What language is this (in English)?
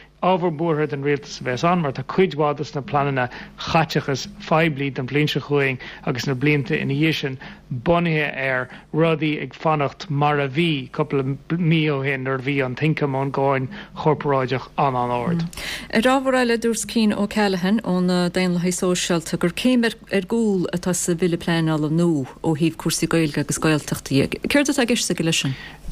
Irish